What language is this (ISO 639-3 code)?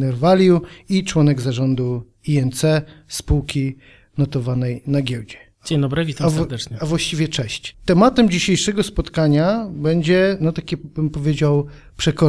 pol